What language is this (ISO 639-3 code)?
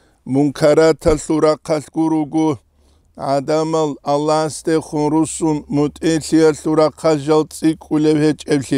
ava